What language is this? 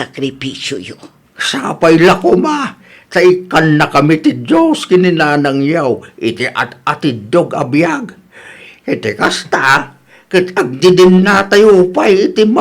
Iloko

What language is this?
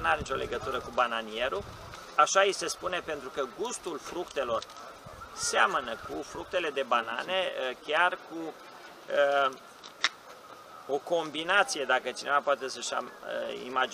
Romanian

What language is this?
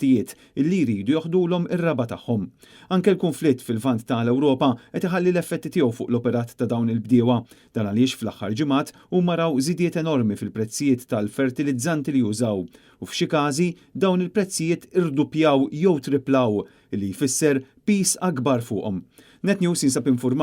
Maltese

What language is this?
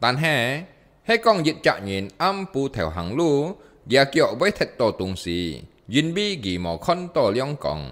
Hakka Chinese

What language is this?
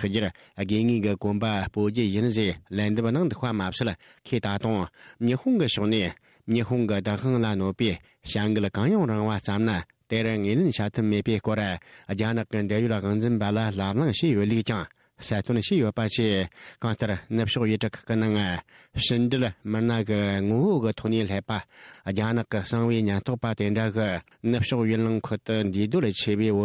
Tibetan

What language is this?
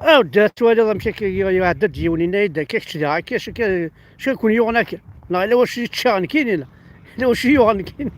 Kabyle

